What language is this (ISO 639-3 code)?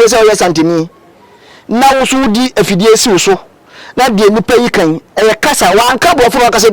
aka